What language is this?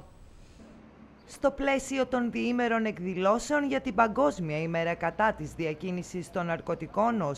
Greek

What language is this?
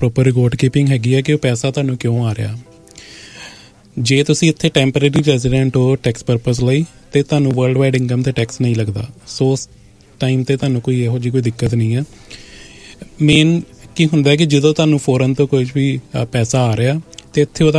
Punjabi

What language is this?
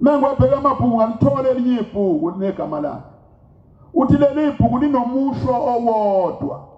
Zulu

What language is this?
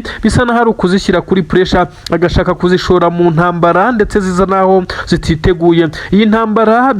Kinyarwanda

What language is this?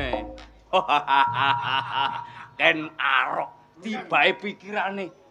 Javanese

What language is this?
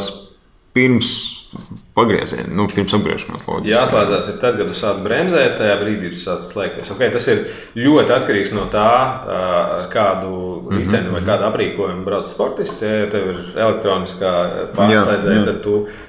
Latvian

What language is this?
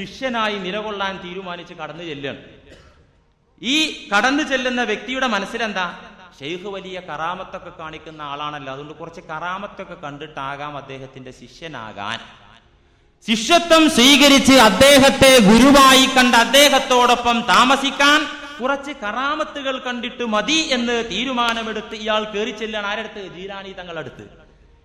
Malayalam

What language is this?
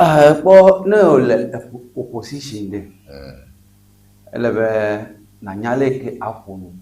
Ewe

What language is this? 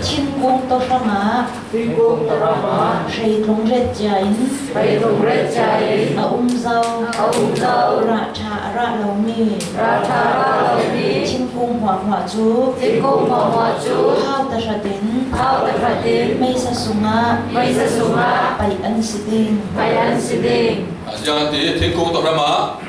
Falam Chin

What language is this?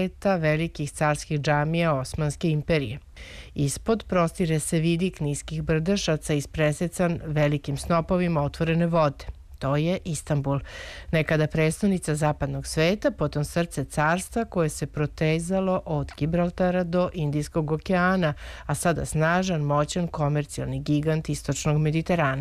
Serbian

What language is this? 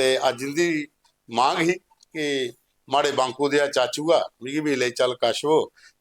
Dogri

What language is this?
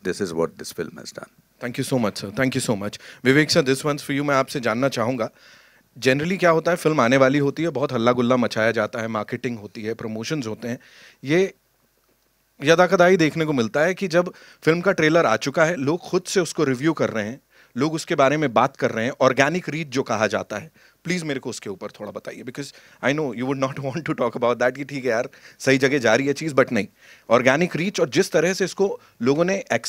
Hindi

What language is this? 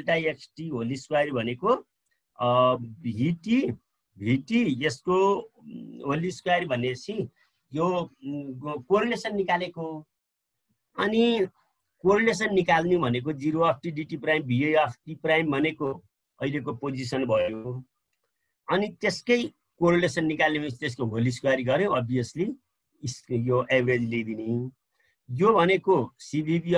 Nepali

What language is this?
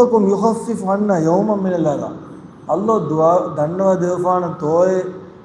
Divehi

